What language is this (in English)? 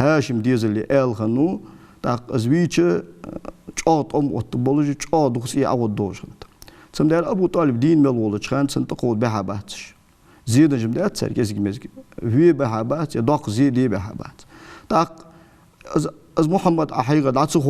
Ingush